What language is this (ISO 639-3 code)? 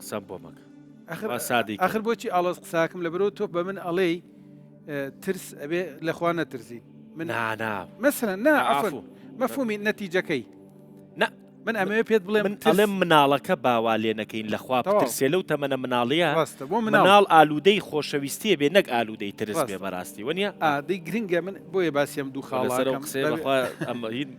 ckb